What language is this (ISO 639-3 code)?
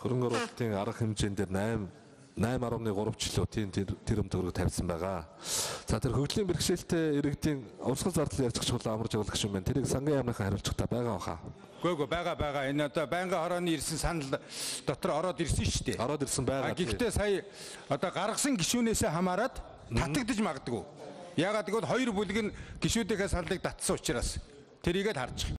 mon